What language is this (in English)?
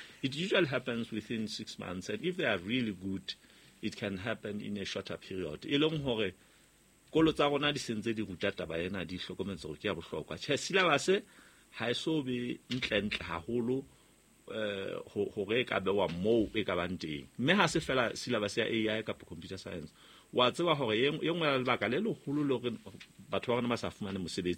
Southern Sotho